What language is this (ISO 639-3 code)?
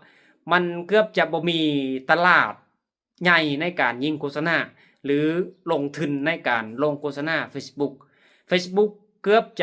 lao